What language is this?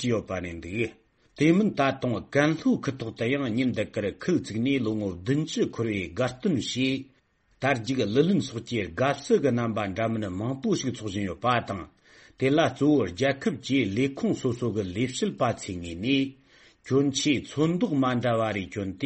Tibetan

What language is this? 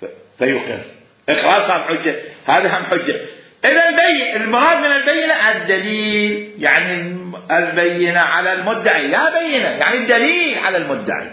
Mesopotamian Arabic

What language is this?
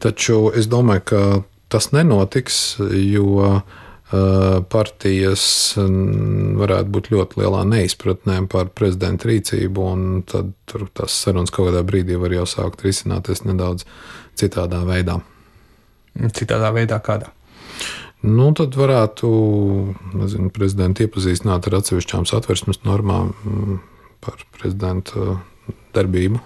Latvian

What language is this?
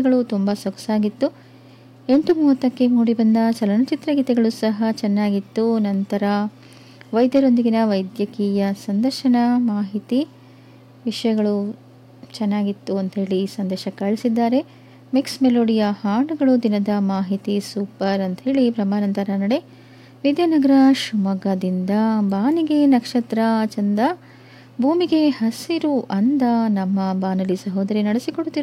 Kannada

